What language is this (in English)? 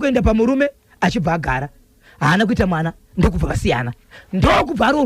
Shona